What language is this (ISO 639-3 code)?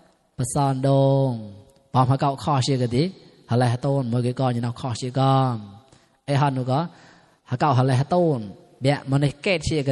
mnw